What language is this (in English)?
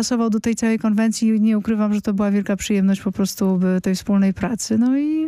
Polish